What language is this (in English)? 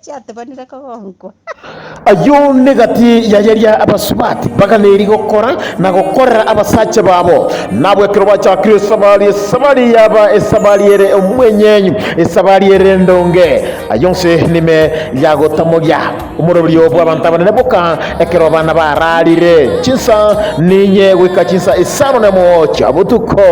Gusii